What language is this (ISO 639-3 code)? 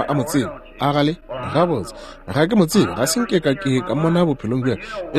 nso